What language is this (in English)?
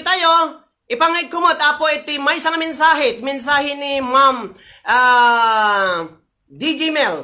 Iloko